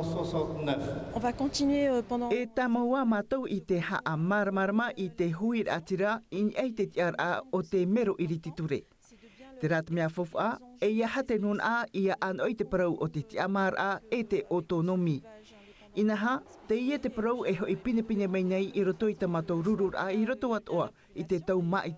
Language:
Tahitian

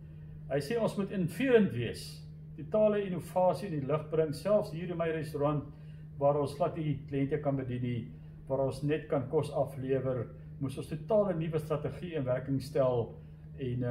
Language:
Afrikaans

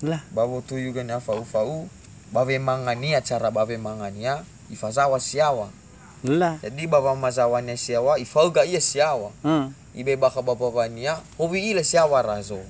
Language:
Nias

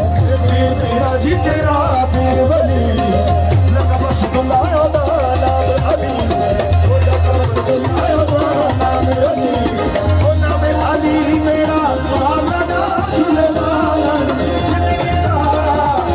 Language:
Pahari-Potwari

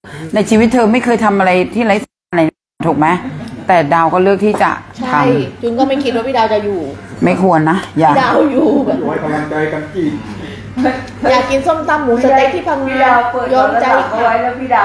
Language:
Thai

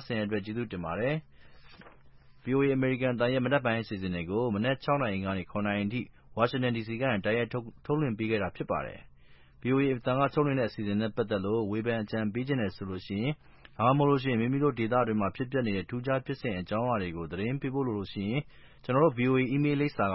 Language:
Burmese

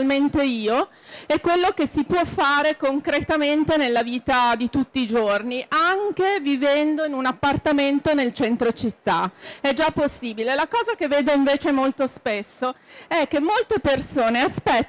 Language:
Italian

